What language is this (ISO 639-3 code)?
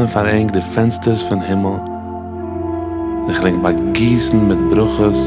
yid